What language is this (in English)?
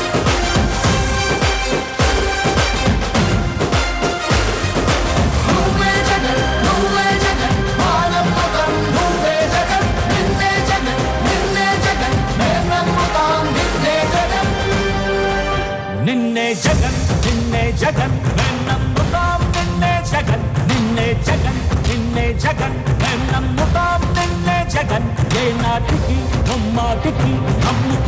Telugu